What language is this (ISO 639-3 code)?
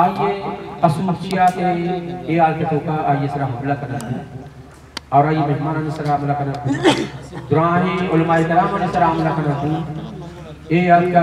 bal